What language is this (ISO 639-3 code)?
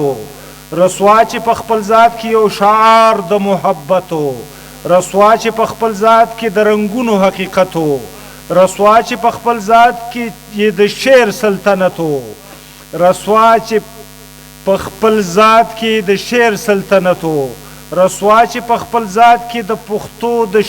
pus